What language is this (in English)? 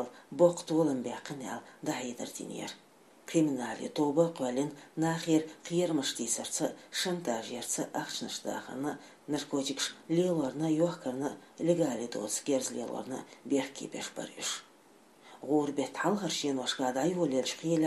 Chechen